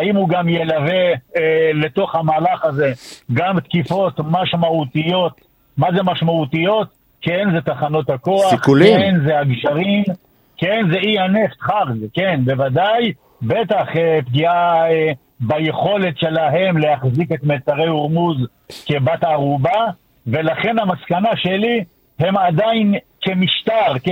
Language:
Hebrew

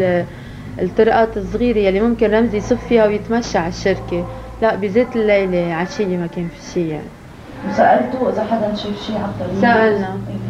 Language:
North Levantine Arabic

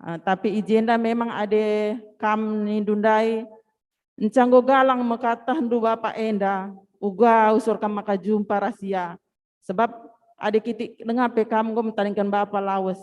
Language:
Batak Karo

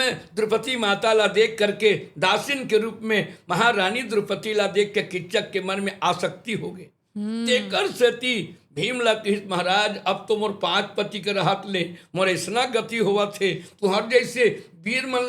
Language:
Chhattisgarhi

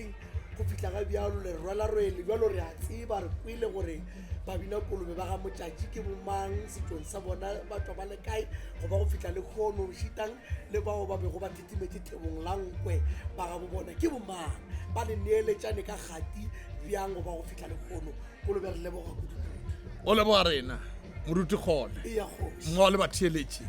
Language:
Northern Sotho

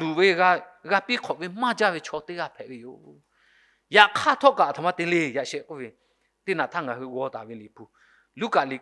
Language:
Lahu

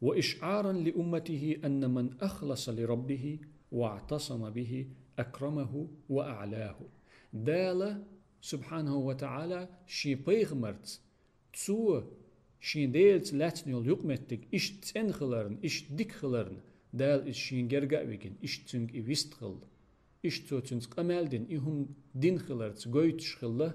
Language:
Chechen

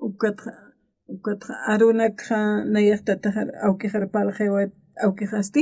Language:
Aymara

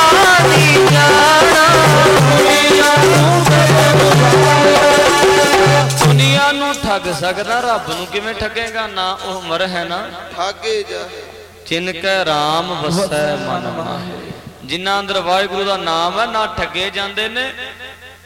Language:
Punjabi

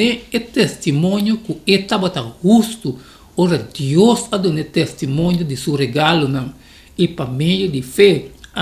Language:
Papiamento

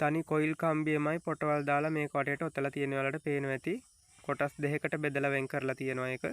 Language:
Sinhala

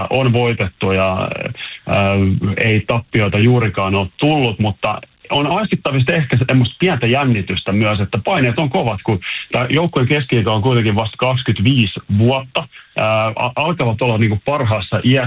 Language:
Finnish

